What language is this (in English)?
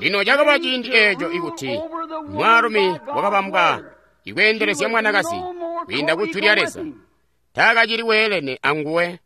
Tonga (Zambia)